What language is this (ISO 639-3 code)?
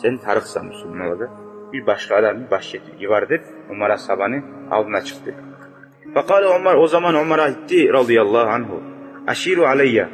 kum